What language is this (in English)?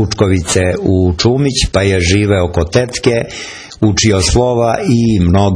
Serbian